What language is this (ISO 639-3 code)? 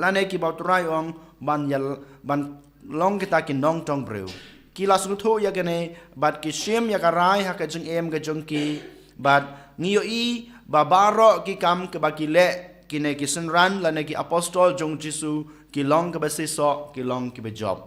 kha